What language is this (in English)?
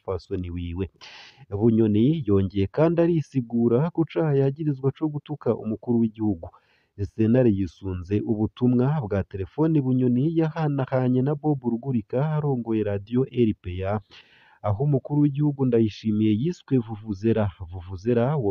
Rundi